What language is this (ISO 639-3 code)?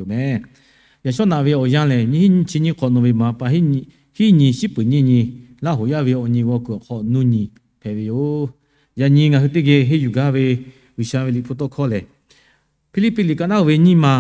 lhu